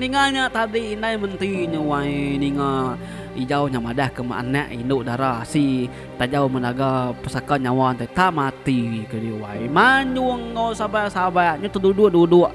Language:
Iban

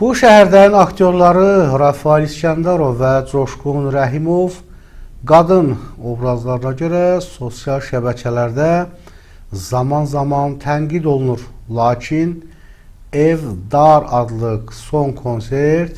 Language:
Azerbaijani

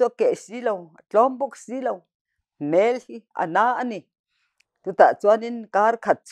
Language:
Mizo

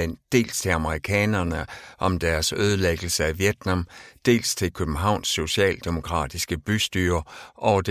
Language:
Danish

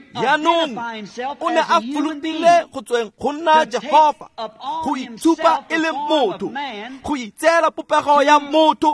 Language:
Tswana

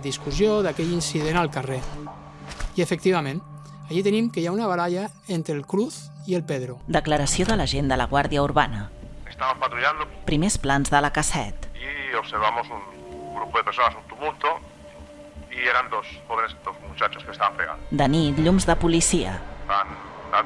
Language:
Catalan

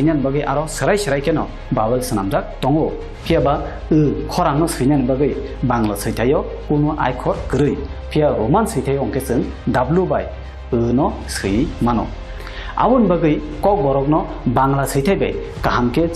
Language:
Kok Borok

